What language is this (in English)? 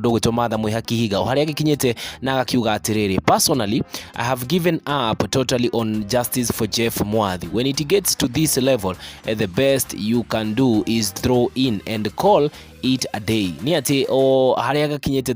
Kikuyu